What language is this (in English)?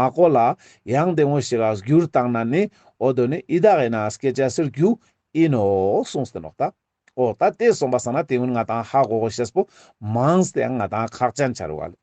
Ladakhi